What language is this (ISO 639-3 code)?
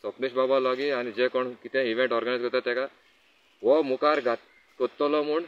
kok